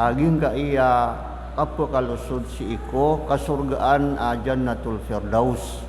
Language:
Maranao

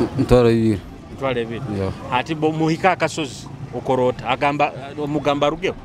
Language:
Nyoro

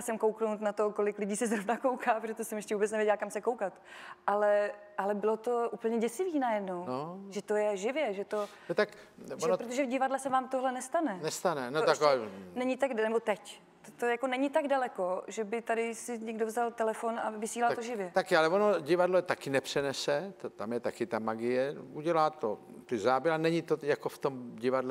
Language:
Czech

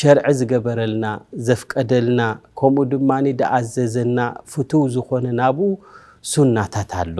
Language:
Tigrinya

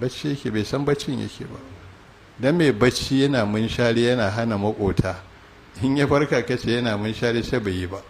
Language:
Hausa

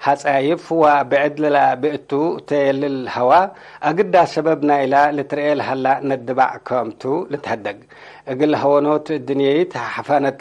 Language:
Tigre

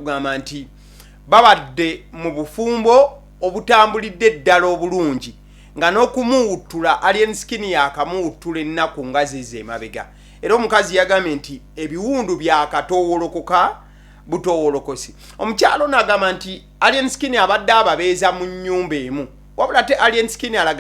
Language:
Ganda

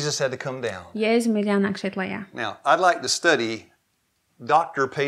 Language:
Latvian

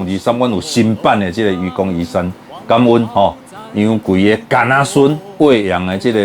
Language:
Min Nan Chinese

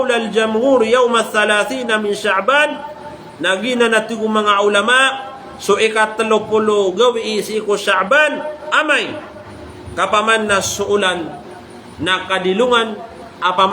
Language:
Maranao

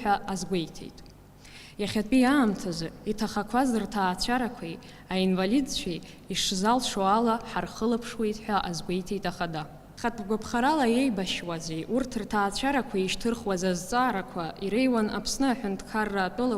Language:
Abkhazian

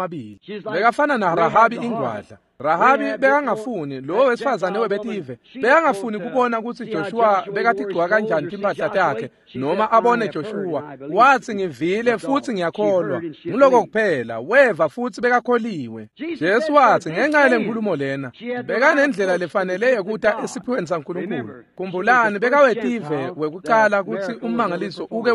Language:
Swati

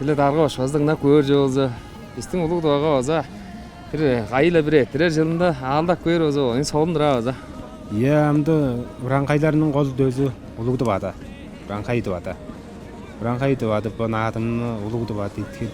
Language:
Tuvinian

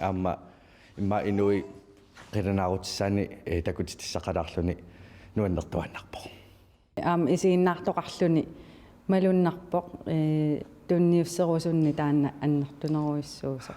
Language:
Kalaallisut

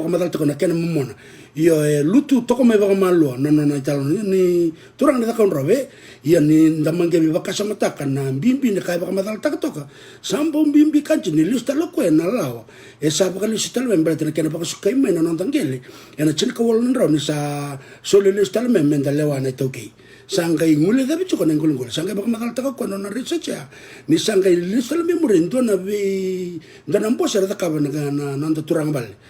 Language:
Fijian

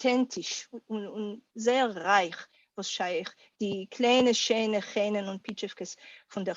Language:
Yiddish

